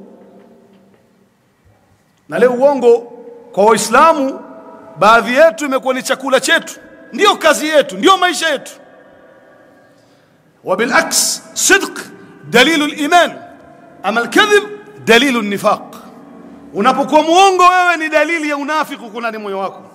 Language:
Swahili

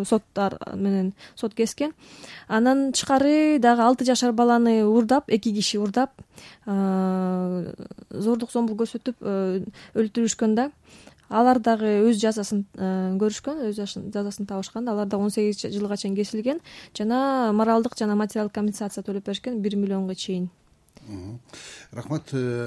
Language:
Kyrgyz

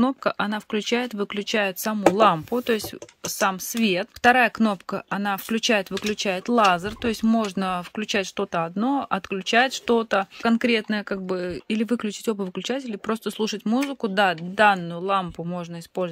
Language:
Russian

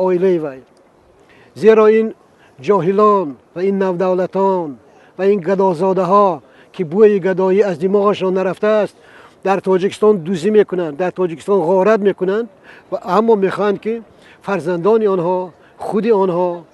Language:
Tajik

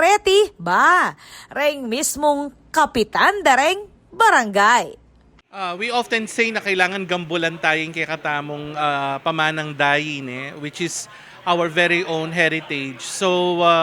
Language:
Pampanga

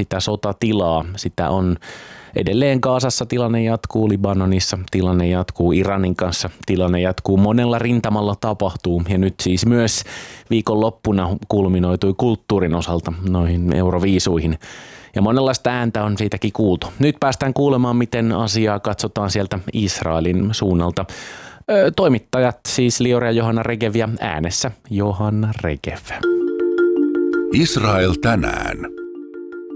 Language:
Finnish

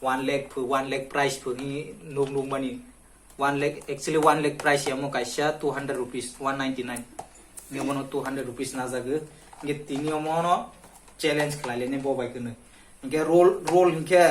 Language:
Kok Borok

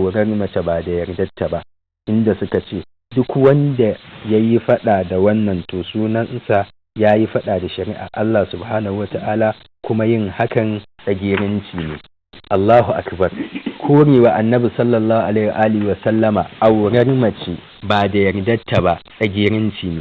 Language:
Hausa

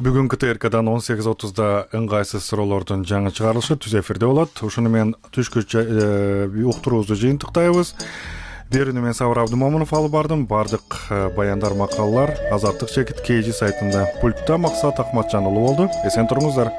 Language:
Kyrgyz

